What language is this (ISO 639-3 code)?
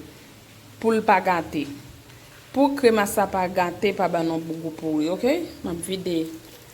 hat